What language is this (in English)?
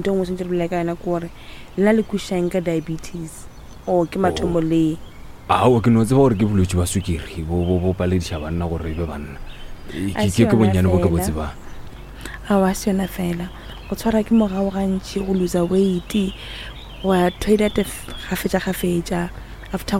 Northern Sotho